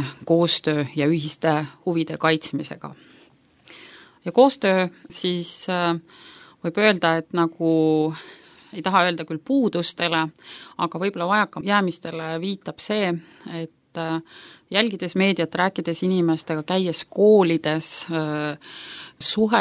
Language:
Estonian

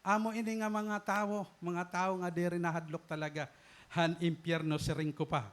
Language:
Waray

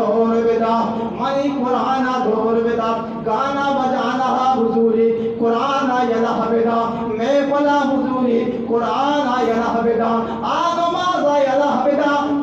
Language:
Baluchi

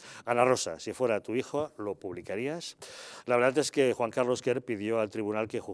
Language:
Spanish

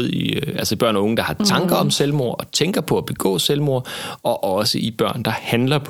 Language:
Danish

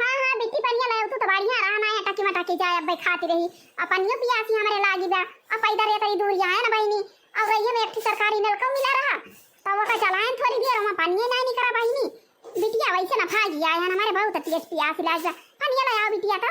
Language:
Awadhi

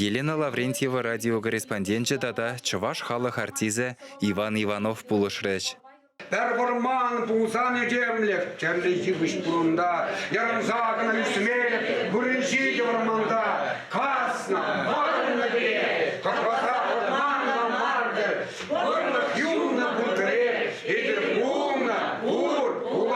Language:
Chuvash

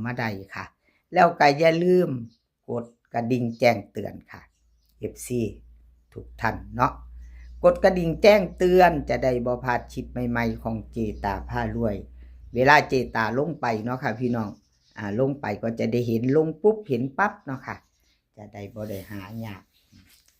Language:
Northeastern Thai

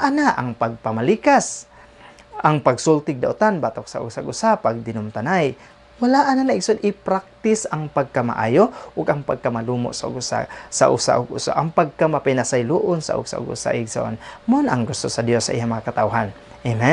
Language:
Cebuano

